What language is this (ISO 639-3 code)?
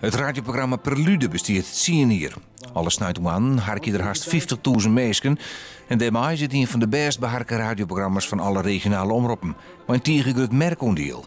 fry